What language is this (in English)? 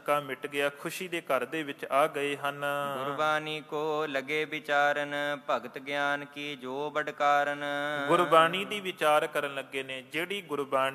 Punjabi